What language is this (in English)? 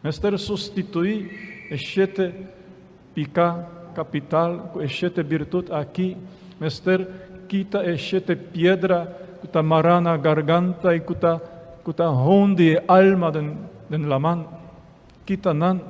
Papiamento